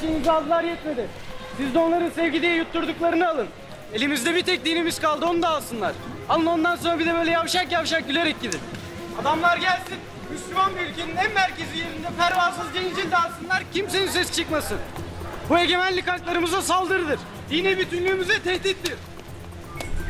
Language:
Turkish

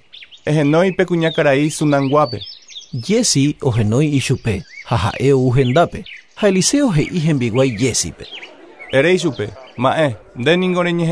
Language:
Guarani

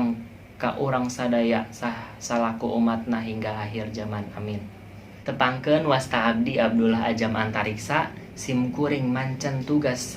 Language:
Sundanese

